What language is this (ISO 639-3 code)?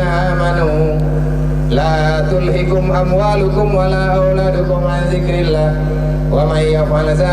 ace